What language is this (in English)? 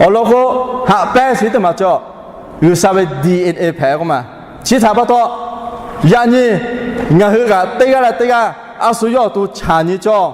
Lahu